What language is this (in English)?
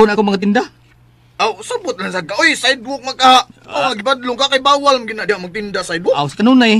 Cebuano